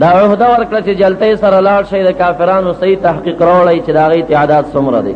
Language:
Pashto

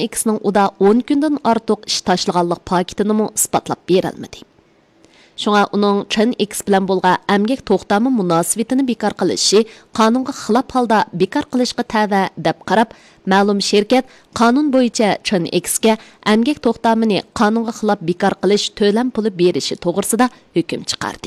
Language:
Uyghur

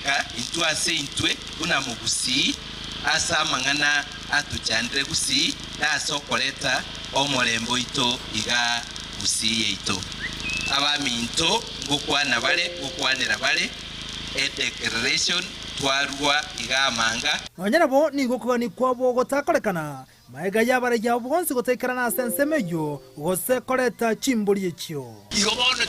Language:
Gusii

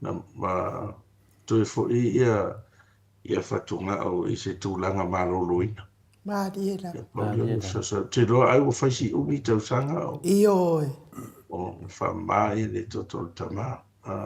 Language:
Samoan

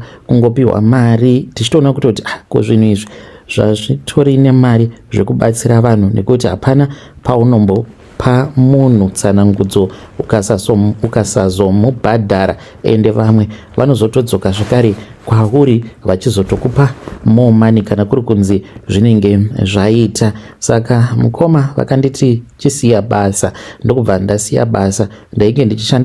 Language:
Shona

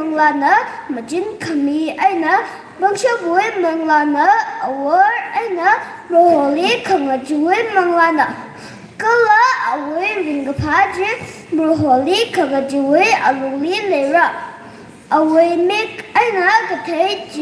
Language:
Tangkhul Naga (India)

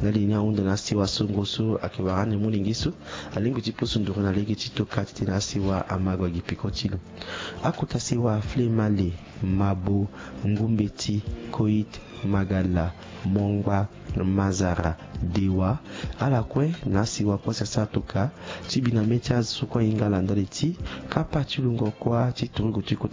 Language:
Sango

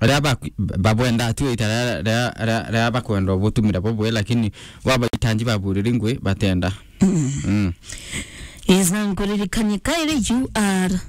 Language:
Meru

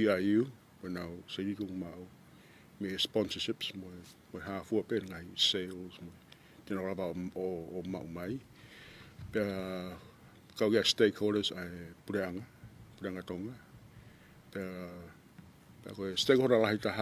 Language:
Tongan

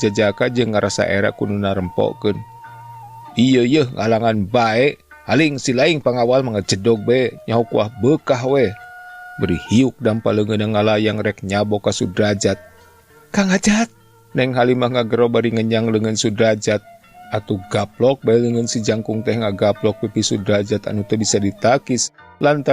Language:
Sundanese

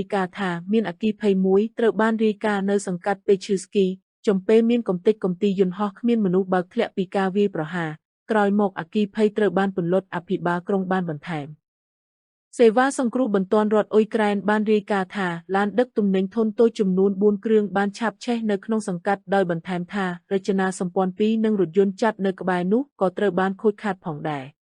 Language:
Khmer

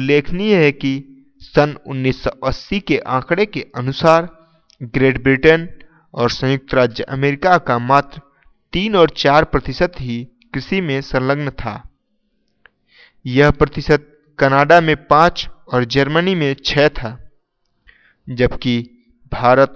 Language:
Hindi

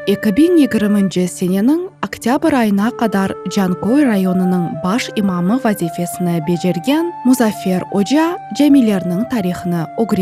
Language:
Crimean Tatar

